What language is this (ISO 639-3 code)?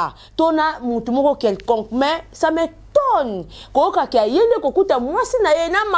lin